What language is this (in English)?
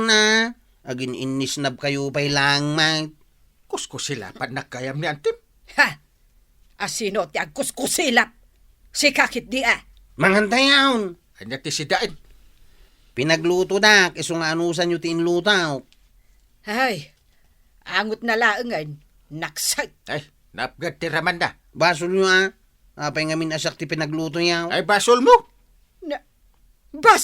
Iloko